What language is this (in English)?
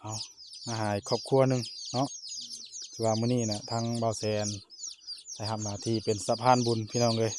Northeastern Thai